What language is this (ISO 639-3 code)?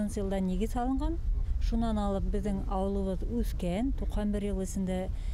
bak